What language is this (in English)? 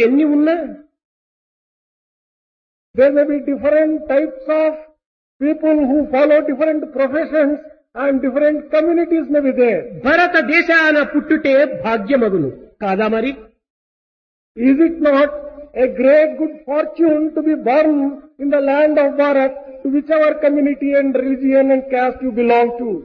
Telugu